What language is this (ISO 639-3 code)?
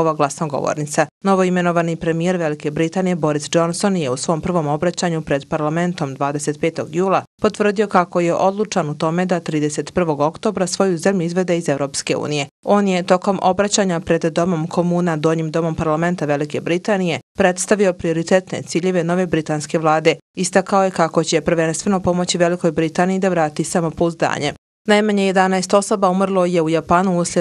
bos